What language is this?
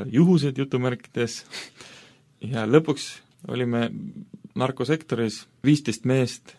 Estonian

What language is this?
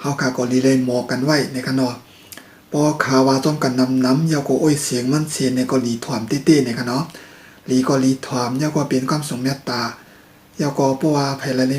Shan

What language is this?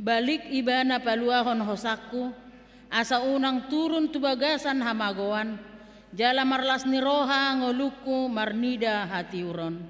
Batak Toba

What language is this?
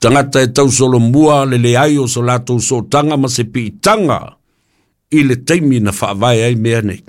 Samoan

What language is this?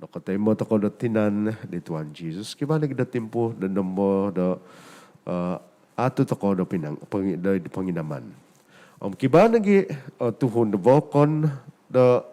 Central Dusun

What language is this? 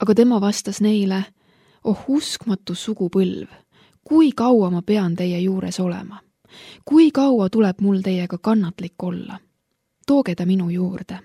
Estonian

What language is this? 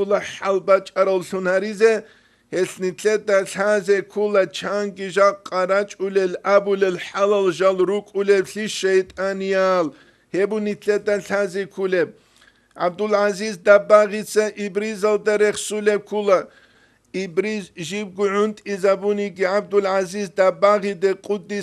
Avaric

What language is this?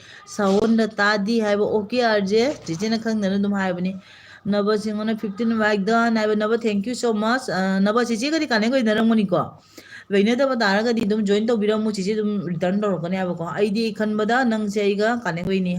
Manipuri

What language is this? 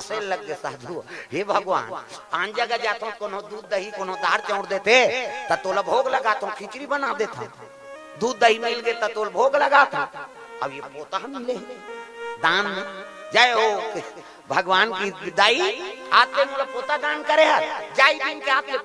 Chhattisgarhi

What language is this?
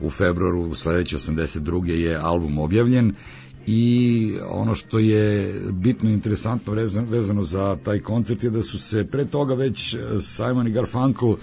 Serbian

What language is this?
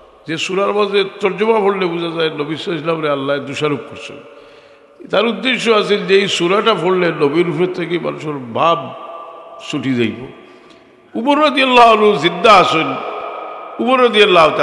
Sylheti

